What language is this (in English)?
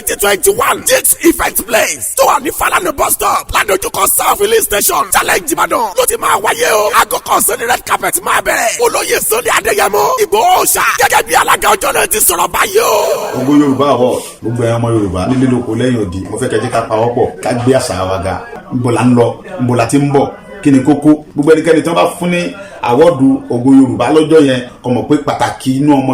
Yoruba